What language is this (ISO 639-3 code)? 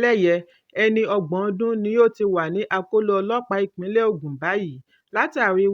yor